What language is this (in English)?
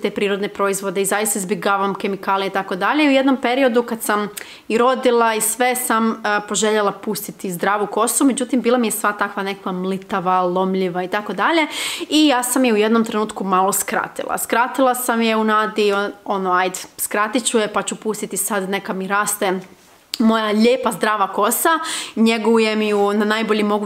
Croatian